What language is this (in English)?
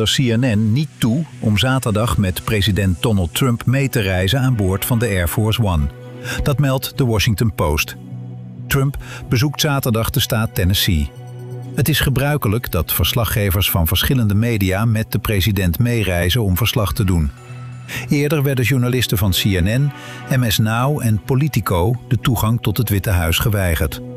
Dutch